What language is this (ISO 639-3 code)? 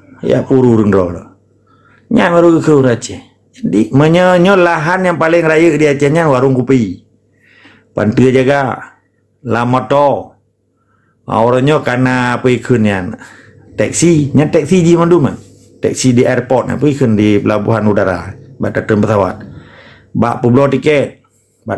ace